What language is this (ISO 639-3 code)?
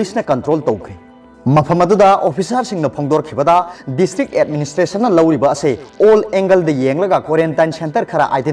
mni